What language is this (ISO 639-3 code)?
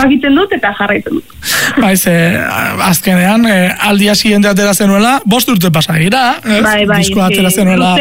eus